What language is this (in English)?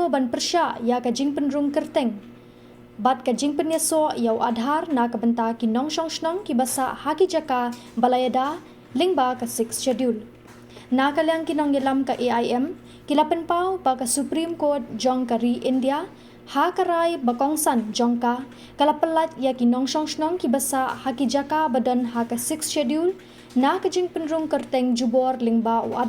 Khasi